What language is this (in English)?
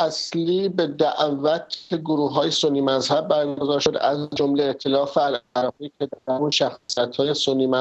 Persian